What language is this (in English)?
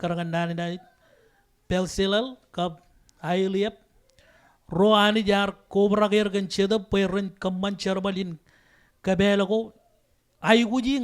Marshallese